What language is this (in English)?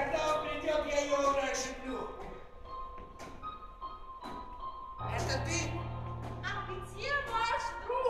Russian